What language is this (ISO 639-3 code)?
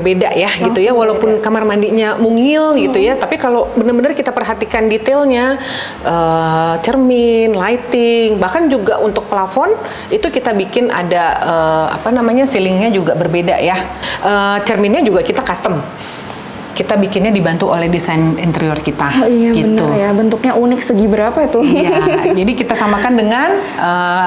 ind